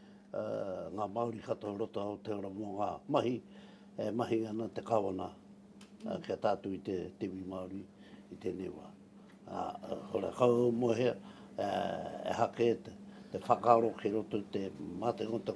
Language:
Māori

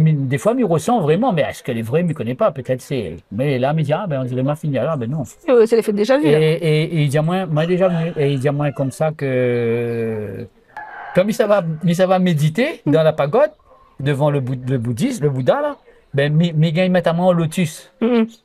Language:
Réunion Creole French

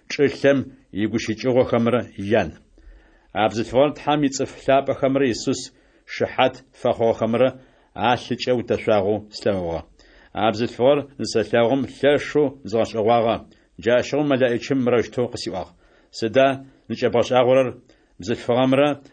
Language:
Adyghe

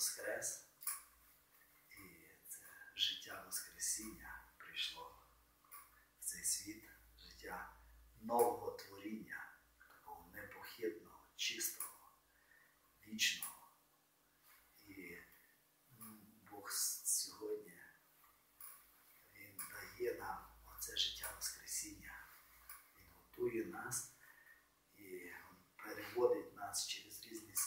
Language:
Ukrainian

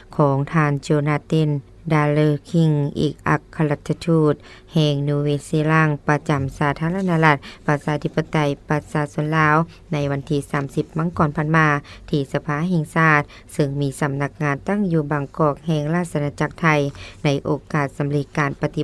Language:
Lao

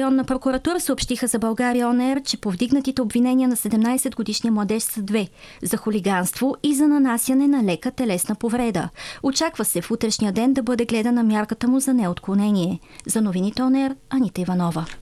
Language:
Bulgarian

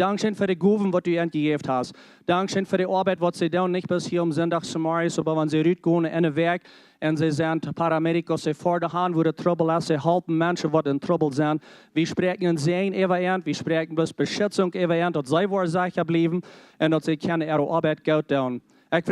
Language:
Plautdietsch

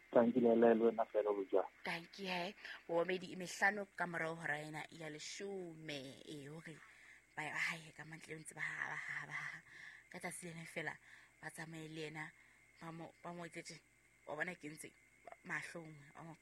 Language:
Southern Sotho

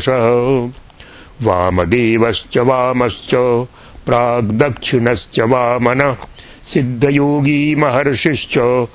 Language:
Sanskrit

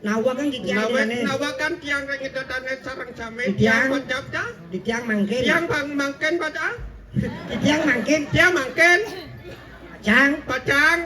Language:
Balinese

